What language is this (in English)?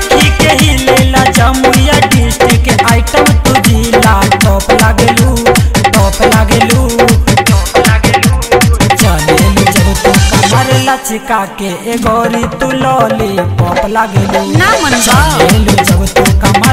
Bhojpuri